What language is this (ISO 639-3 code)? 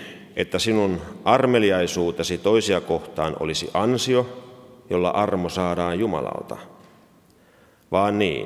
fin